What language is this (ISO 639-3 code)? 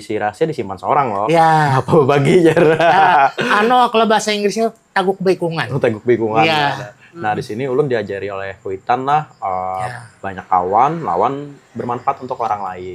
bjn